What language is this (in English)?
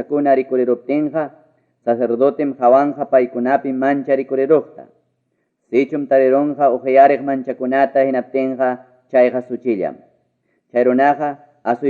Ayacucho Quechua